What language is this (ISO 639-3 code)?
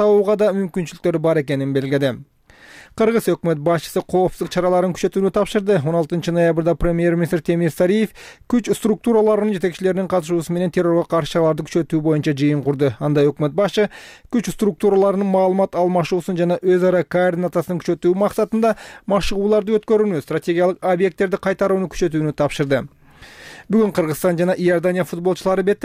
kir